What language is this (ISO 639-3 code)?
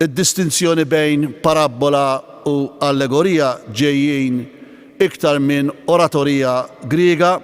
mlt